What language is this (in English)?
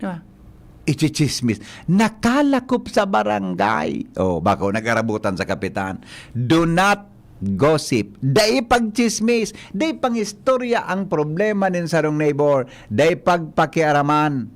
Bikol